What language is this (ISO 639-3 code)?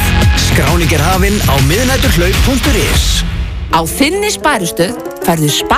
isl